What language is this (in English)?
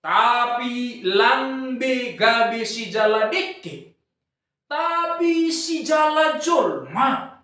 Batak Simalungun